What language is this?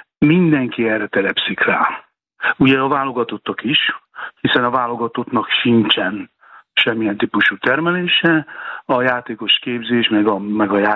Hungarian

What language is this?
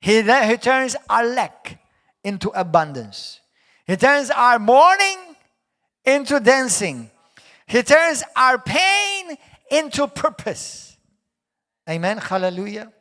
English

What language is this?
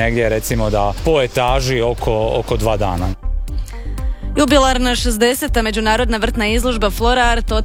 Croatian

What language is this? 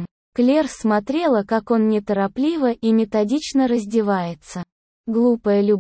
Russian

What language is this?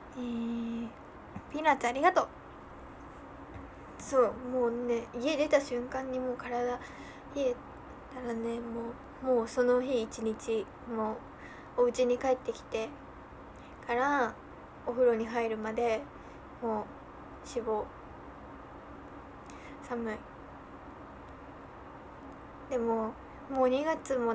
Japanese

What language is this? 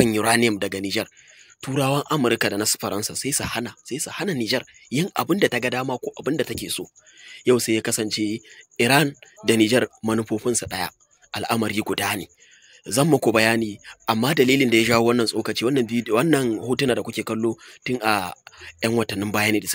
Hausa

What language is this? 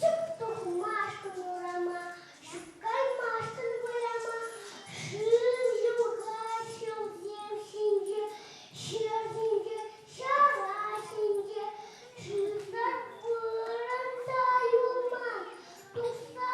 Chuvash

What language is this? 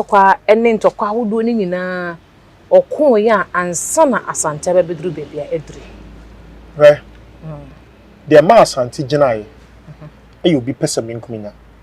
Akan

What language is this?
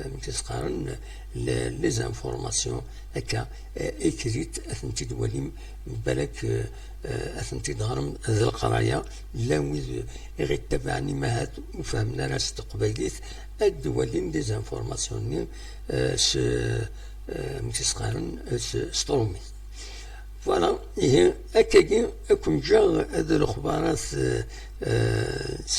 Kabyle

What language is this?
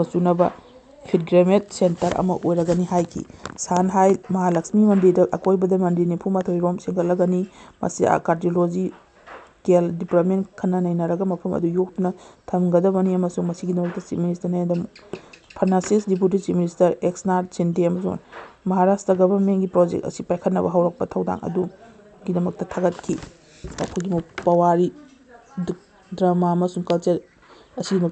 Manipuri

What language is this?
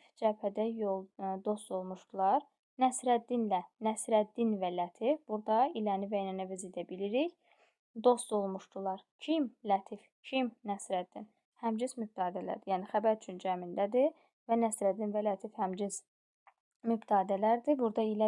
Azerbaijani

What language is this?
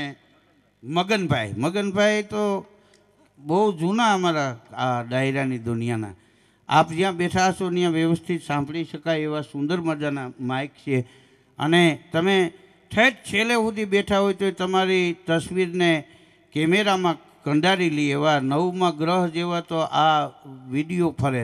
Gujarati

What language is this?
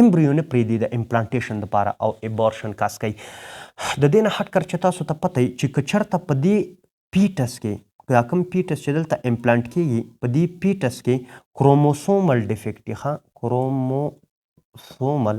Pashto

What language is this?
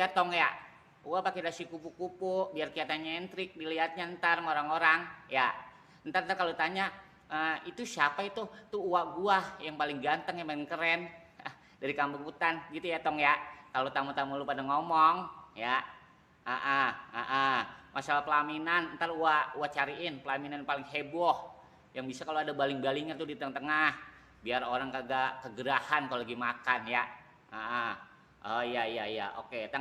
Betawi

